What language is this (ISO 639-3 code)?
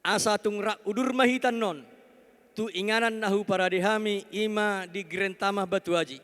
bbc